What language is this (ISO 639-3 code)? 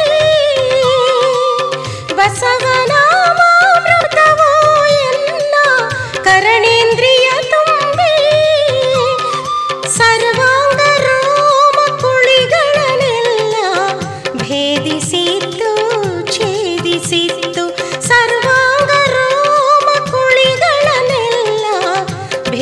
kan